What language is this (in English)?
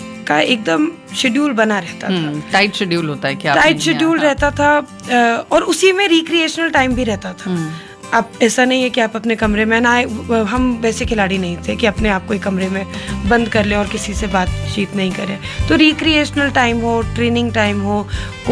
Hindi